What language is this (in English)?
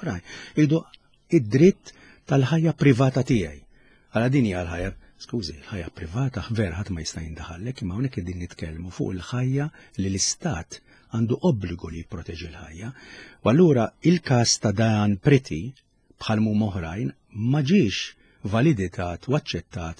Maltese